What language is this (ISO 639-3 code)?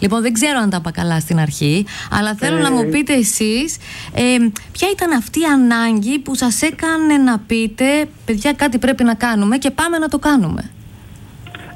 ell